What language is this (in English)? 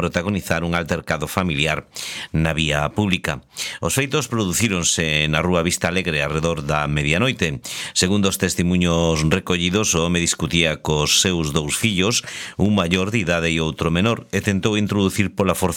Galician